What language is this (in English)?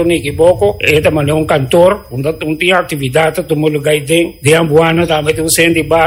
Papiamento